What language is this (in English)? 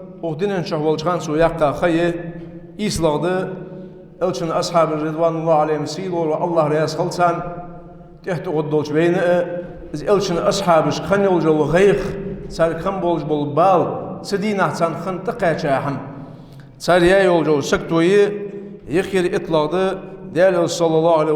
Ingush